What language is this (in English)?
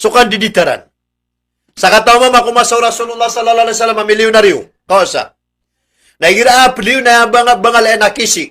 Maranao